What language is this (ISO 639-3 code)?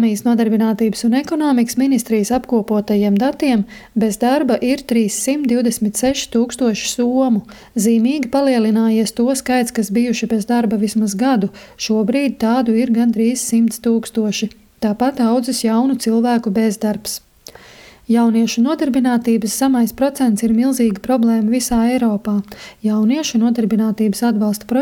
lav